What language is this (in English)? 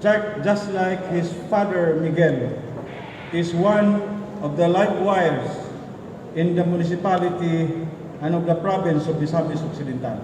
Cebuano